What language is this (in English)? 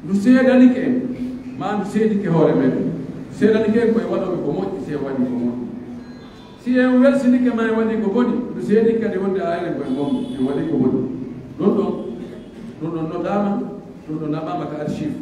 Pular